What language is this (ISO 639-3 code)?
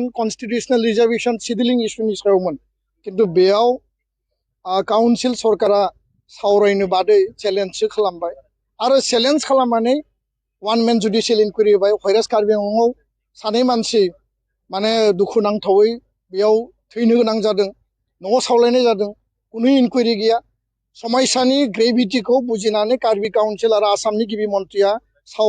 brx